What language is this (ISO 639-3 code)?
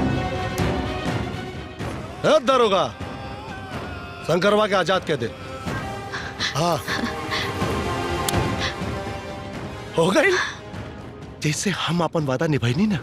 bho